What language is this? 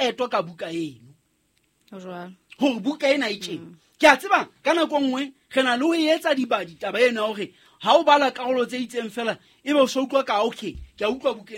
Southern Sotho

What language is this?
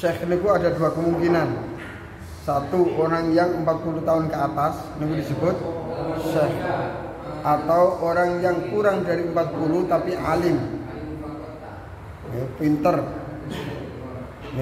Javanese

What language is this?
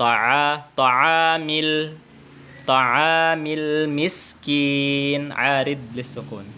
Tausug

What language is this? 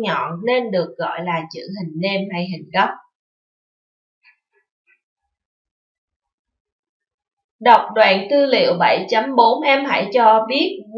Vietnamese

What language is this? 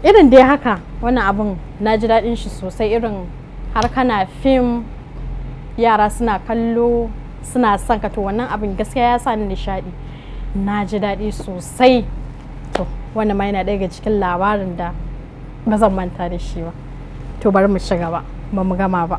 Hausa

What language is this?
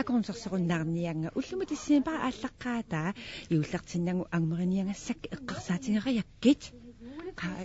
Kalaallisut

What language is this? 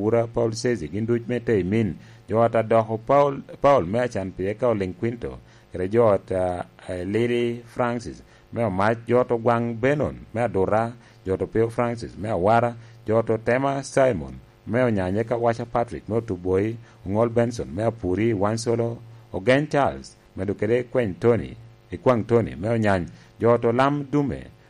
Lango (Uganda)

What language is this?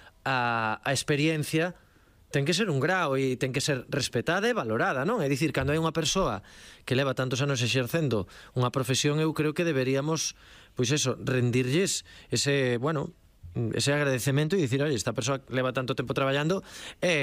Galician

